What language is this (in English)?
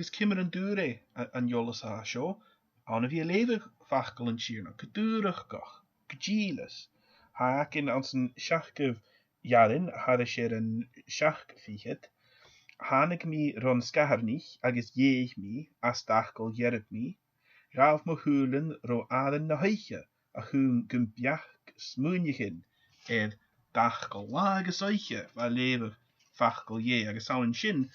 Scottish Gaelic